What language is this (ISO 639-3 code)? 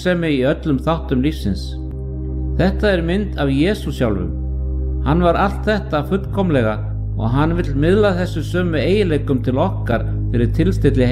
isl